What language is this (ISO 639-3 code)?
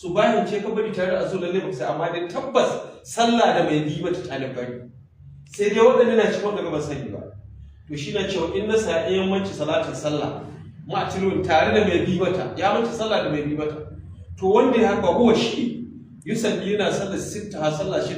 hau